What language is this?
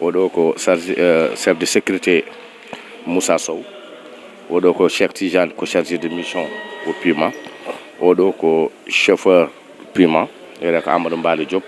Fula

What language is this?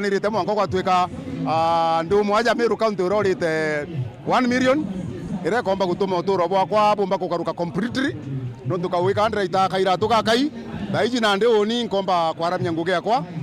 Meru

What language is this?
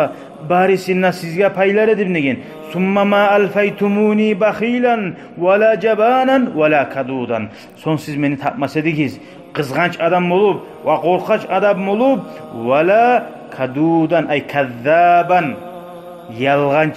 Kumyk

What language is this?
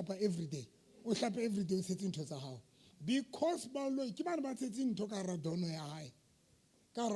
Southern Sotho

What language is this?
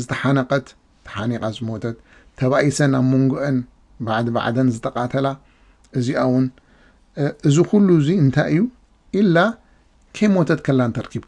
Tigrinya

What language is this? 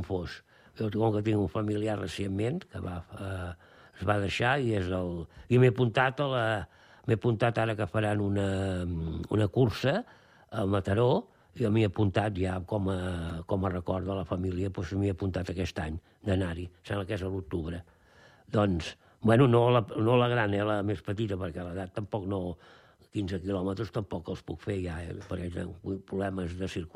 Catalan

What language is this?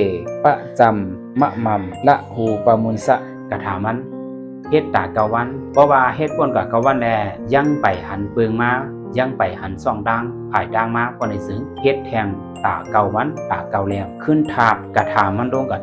Shan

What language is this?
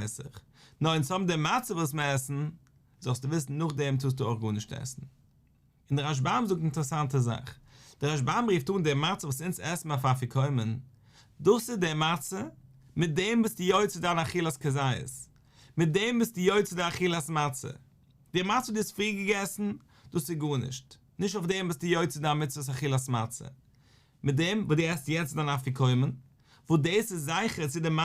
Yiddish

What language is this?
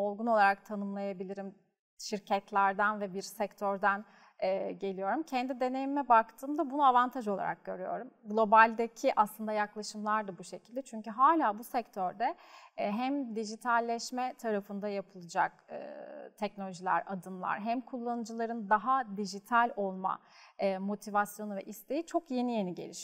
Turkish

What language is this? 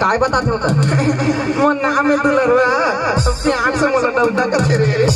Chhattisgarhi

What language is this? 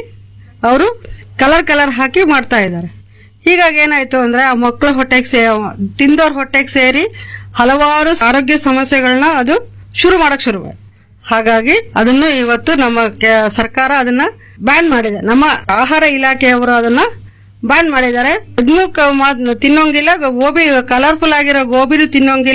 Kannada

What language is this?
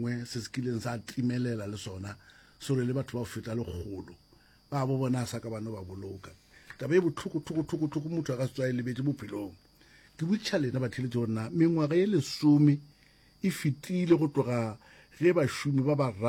Northern Sotho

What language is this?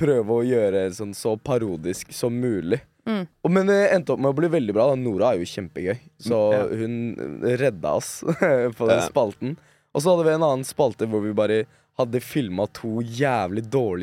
Norwegian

